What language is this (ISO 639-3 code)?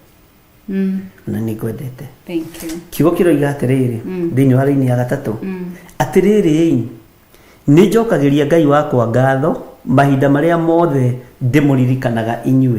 kik